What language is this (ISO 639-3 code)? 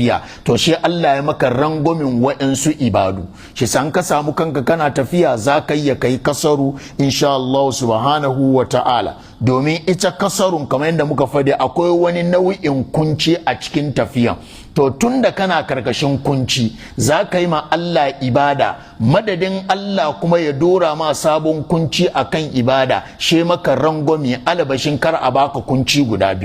hau